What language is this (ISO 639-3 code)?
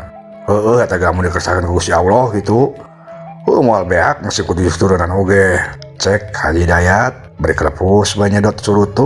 sun